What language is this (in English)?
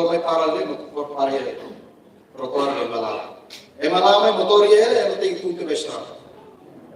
Tetum